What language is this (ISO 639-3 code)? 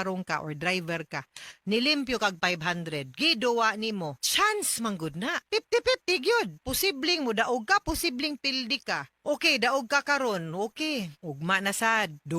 ceb